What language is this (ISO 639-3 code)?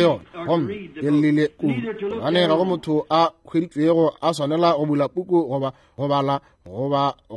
nso